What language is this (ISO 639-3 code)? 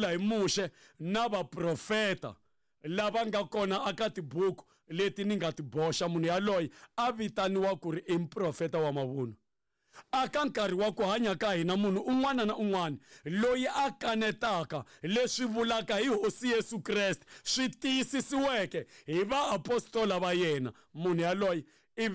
tso